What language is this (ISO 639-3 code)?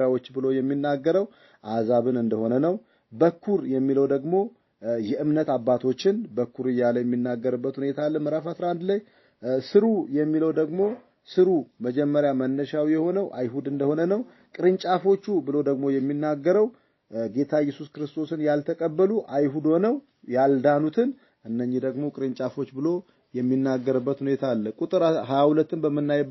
amh